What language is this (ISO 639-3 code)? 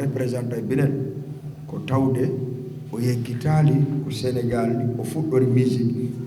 ful